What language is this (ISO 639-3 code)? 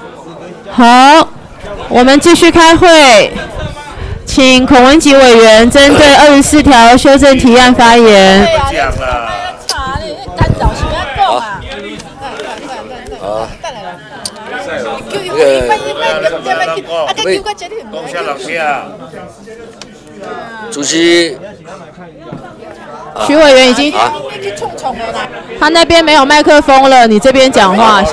zho